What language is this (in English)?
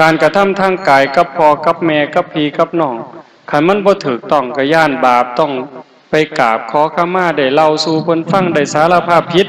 Northeastern Thai